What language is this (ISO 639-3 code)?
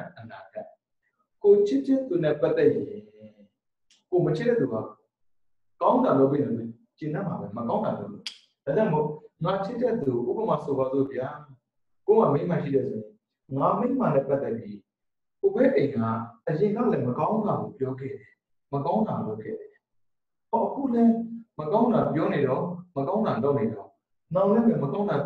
mya